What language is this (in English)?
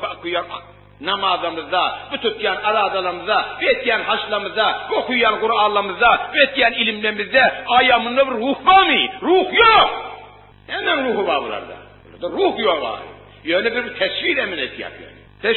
Turkmen